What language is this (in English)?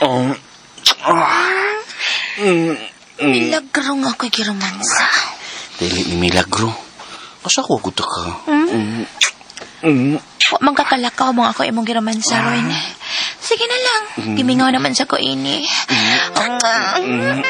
Cebuano